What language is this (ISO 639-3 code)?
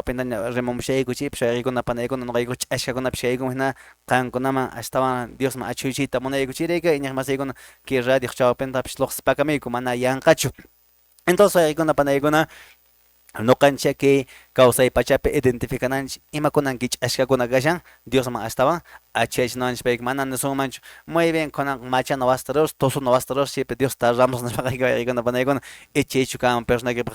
que